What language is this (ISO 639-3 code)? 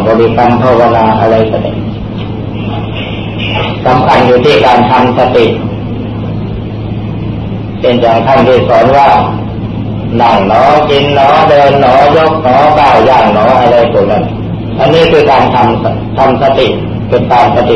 tha